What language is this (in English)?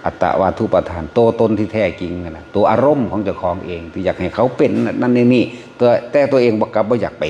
Northeastern Thai